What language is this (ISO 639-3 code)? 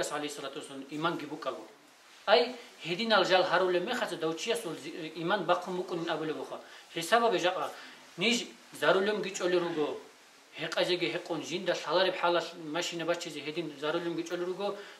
ava